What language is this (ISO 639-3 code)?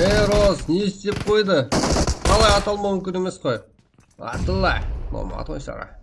kaa